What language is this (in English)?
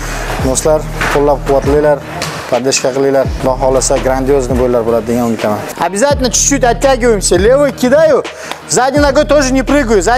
Russian